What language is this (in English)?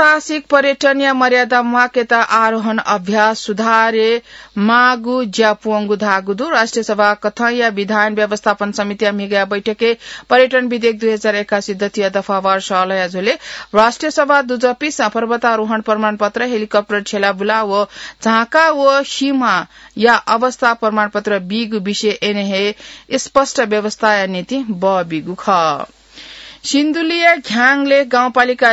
Newari